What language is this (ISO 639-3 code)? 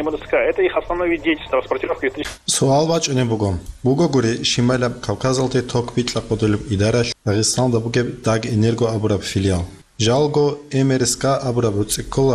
ava